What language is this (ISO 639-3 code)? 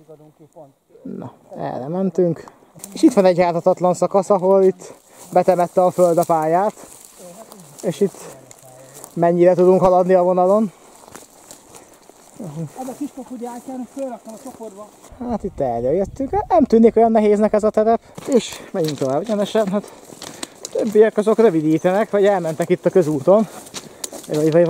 hun